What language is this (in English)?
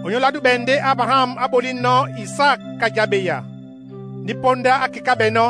Duala